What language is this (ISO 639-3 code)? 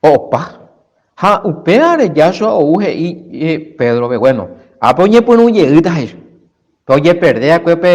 grn